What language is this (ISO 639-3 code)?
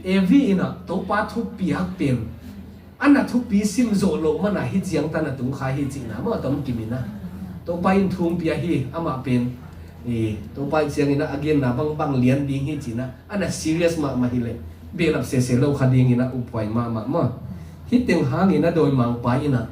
ctd